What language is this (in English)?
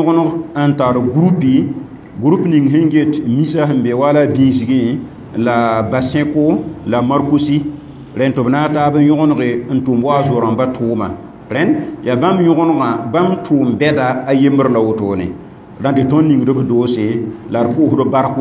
Mossi